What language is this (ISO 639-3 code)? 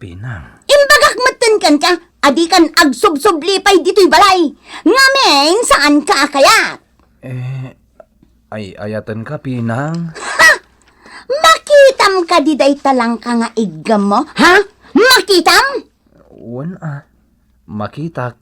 ilo